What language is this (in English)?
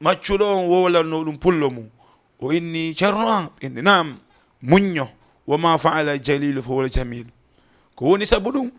Fula